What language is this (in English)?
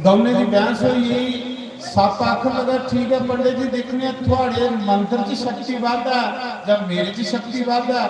Dogri